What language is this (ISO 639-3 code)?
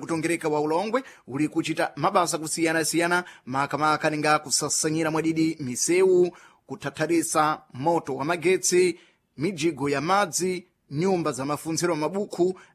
seh